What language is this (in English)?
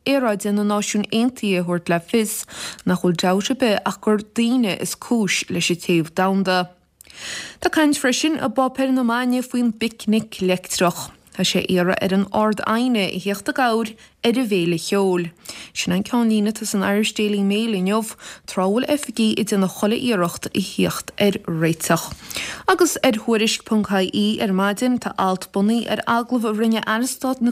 Irish